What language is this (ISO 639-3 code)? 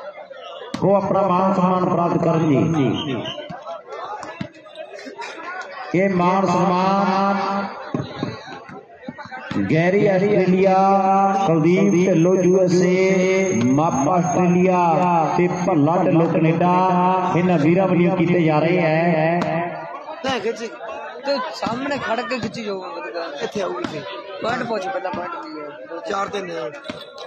pan